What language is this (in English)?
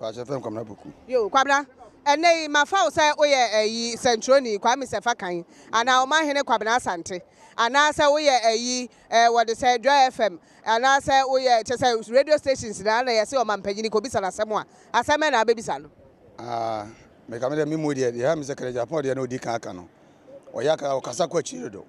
Akan